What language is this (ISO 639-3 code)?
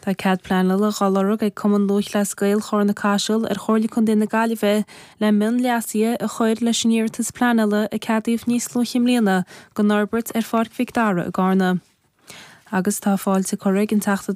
gle